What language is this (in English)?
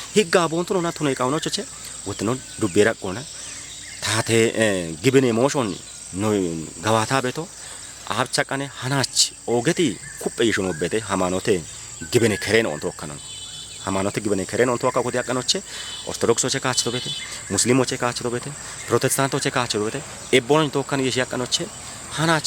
Kafa